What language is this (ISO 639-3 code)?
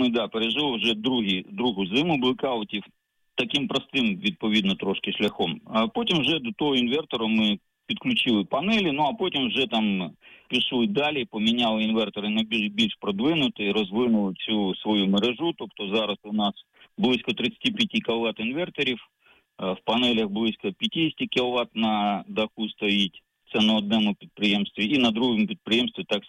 ukr